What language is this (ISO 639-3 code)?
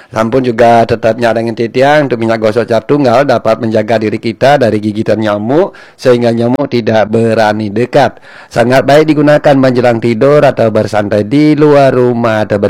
ban